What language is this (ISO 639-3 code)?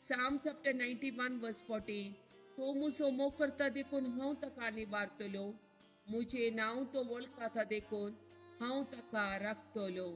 kok